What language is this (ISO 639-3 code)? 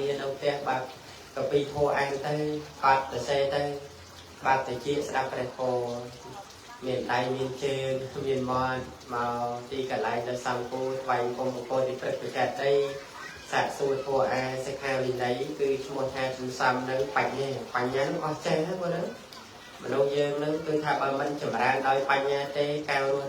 khm